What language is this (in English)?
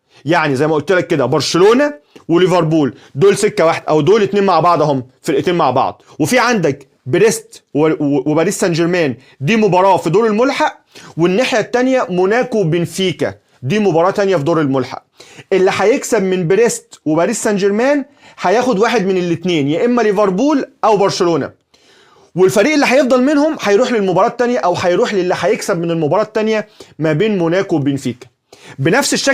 Egyptian Arabic